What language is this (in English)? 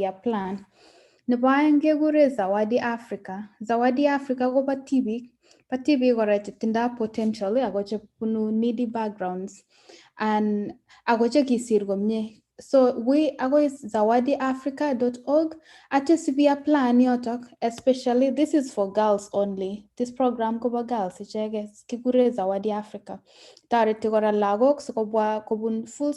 Kalenjin